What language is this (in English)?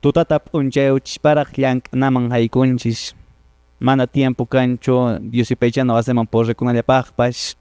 Quechua